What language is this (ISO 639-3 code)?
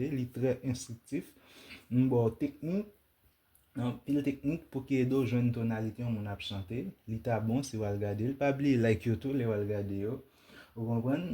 hat